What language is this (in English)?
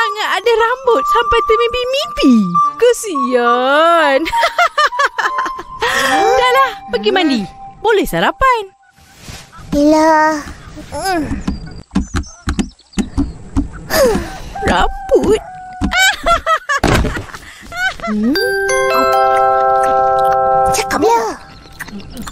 Malay